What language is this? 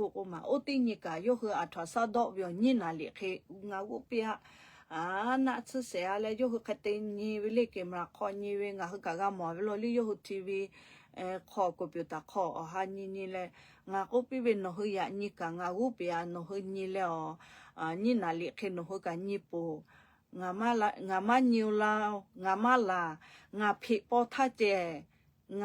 Lahu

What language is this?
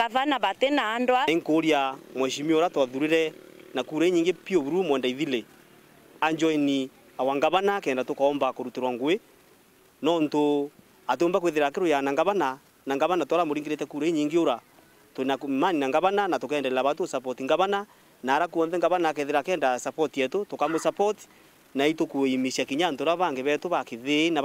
Meru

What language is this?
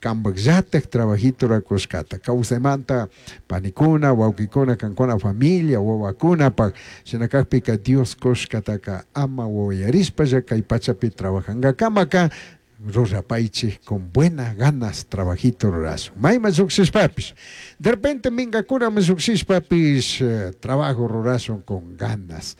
Chimborazo Highland Quichua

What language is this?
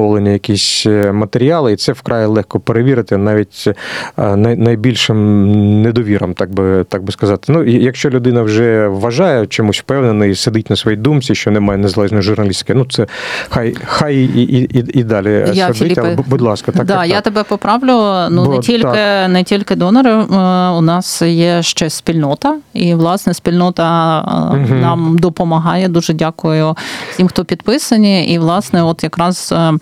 Ukrainian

